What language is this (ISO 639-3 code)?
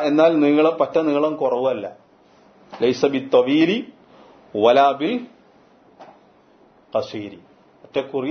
mal